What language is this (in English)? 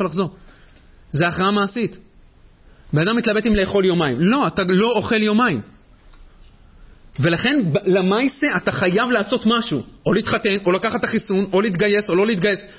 Hebrew